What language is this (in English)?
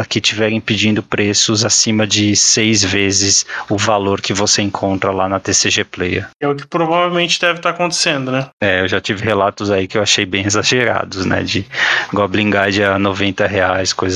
Portuguese